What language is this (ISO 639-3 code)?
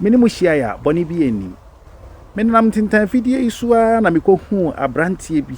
aka